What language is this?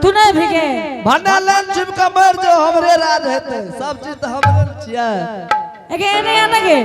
Angika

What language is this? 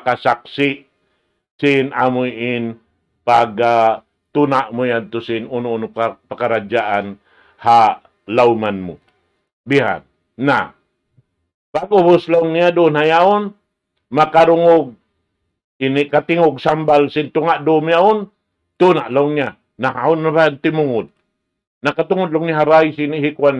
Tausug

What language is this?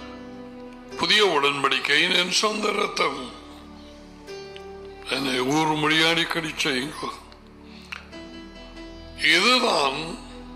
Tamil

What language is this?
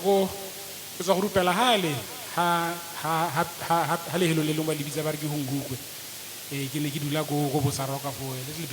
Tswana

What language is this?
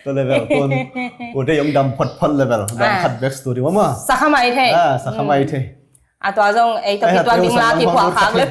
Tedim Chin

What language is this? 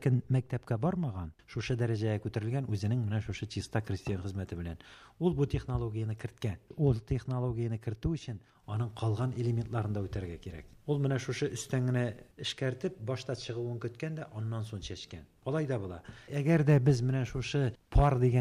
Tatar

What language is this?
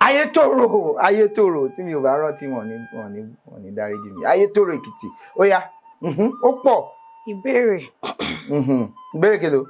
Yoruba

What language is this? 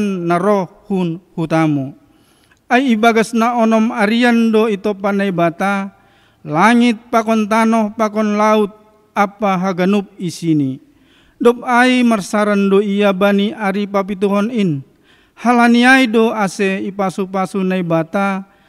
Batak Simalungun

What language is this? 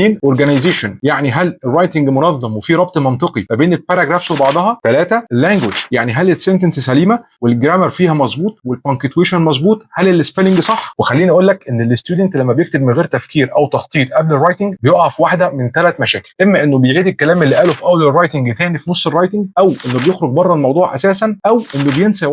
Egyptian Arabic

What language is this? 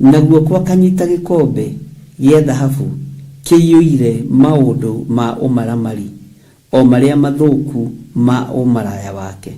Kikuyu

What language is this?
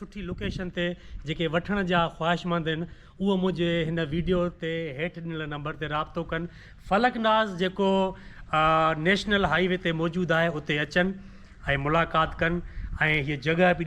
Sindhi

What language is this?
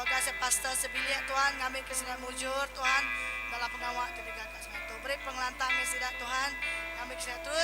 Iban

